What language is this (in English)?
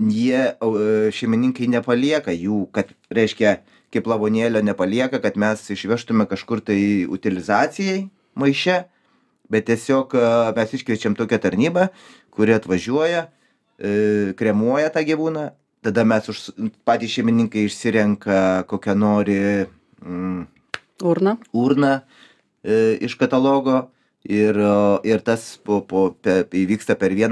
Lithuanian